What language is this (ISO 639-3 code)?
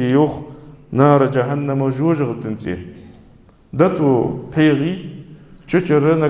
inh